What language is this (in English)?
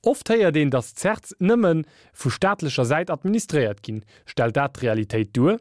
Luxembourgish